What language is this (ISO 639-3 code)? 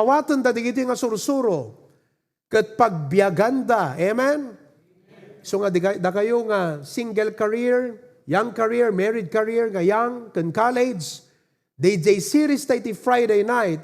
ilo